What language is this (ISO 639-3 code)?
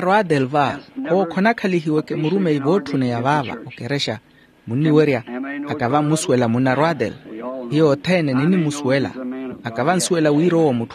vmw